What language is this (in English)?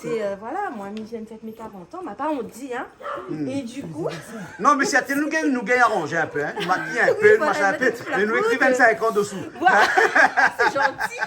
Réunion Creole French